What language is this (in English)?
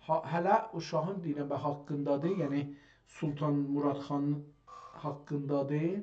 South Azerbaijani